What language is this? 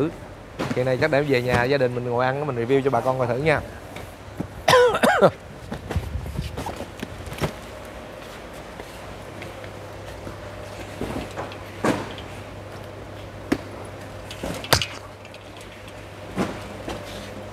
Vietnamese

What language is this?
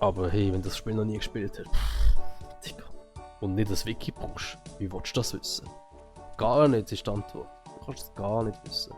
Swiss German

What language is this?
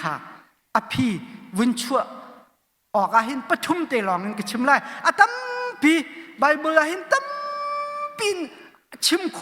Hakha Chin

